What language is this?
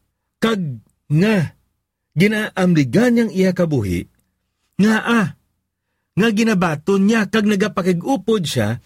Hiligaynon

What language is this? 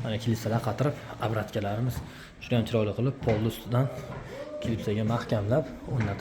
Uzbek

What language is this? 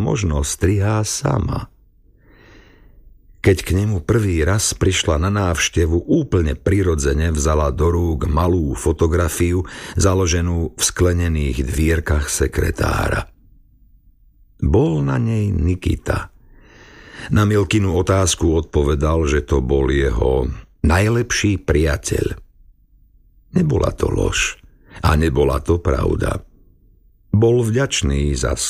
Slovak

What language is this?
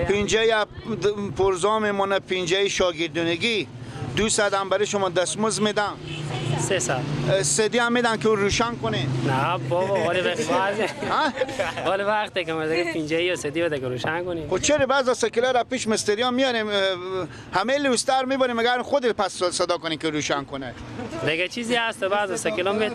Persian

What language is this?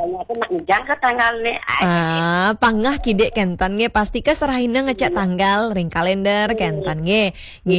Balinese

